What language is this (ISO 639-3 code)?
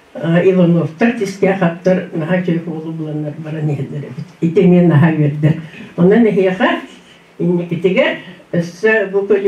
sah